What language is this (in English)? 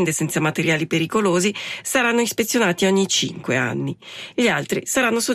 Italian